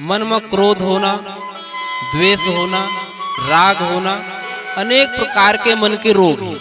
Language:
Chhattisgarhi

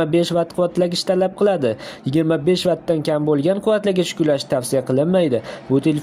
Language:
Uzbek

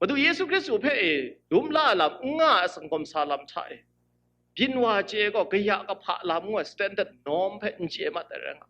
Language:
Kachin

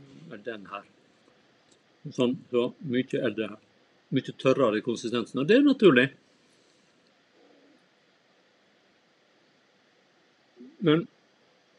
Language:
Norwegian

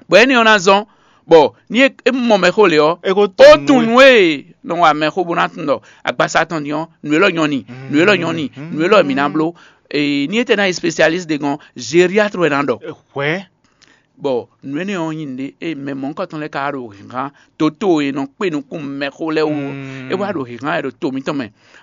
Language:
Fon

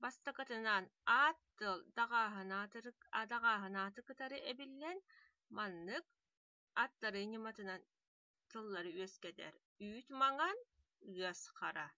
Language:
Yakut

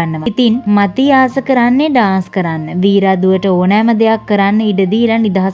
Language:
Sinhala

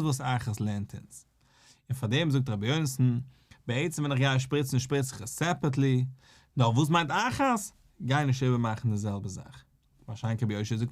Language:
Yiddish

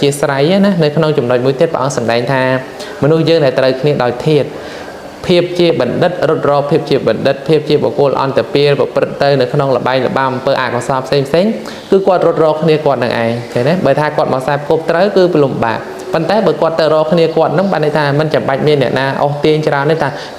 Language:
Khmer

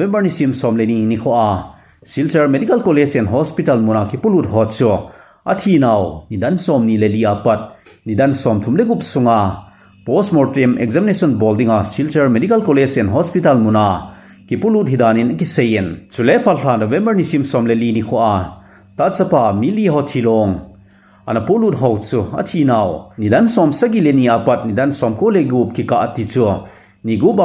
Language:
Thado Chin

